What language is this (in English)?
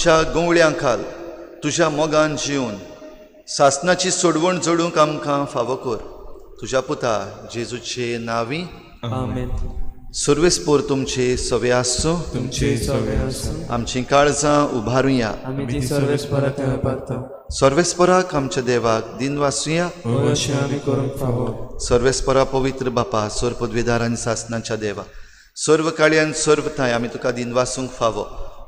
Konkani